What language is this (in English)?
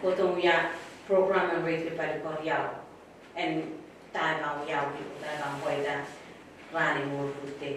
Pohnpeian